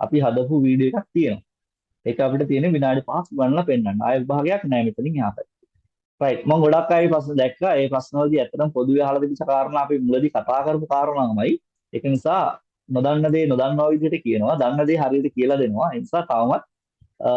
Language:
Sinhala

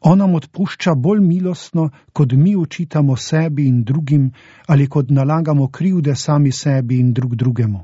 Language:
Slovenian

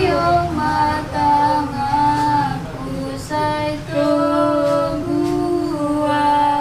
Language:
Batak Toba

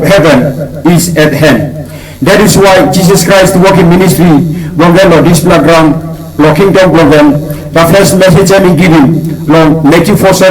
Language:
Tok Pisin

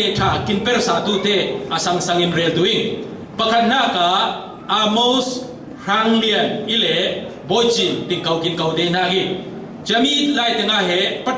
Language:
Falam Chin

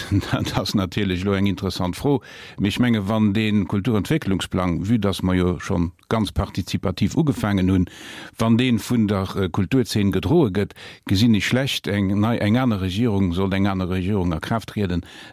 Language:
Luxembourgish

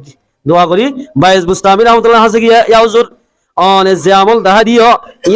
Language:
Rohingya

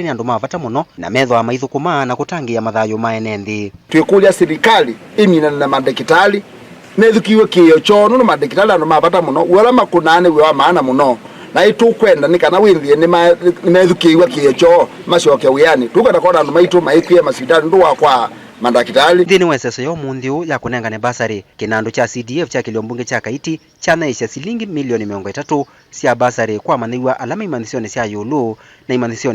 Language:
Kamba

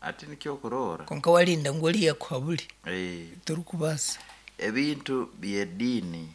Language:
Nyankole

